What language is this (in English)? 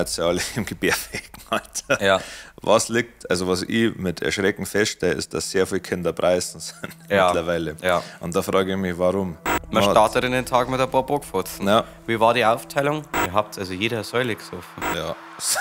Bavarian